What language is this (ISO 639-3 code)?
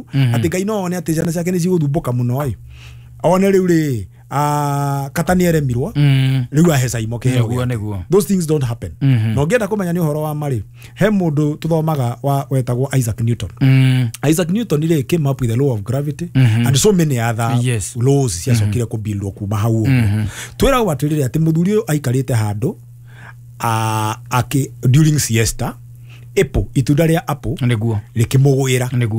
kik